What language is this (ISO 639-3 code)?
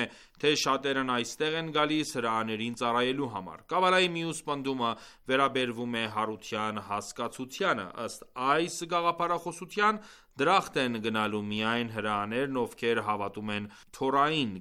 hye